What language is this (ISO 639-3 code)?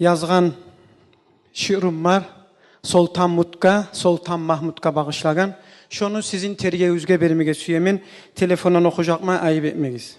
kum